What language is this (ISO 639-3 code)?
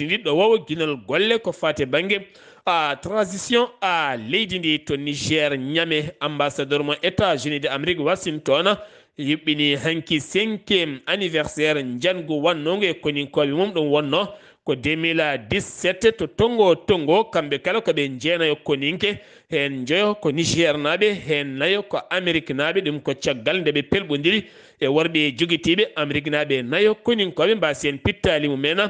ful